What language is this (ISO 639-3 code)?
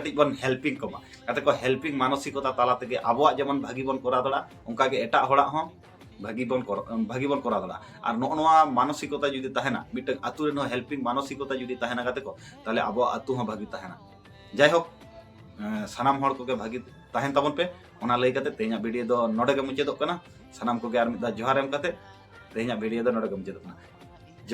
sat